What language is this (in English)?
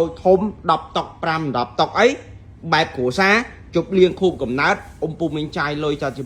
Khmer